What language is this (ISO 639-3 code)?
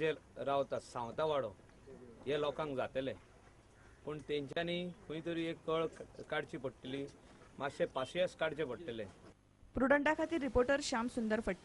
kok